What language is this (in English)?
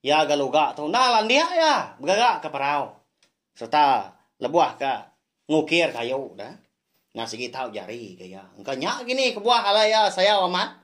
Iban